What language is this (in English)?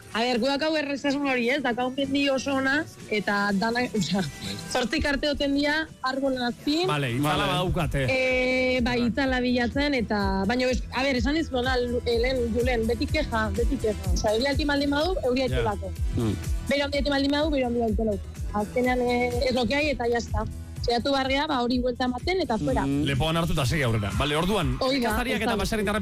Basque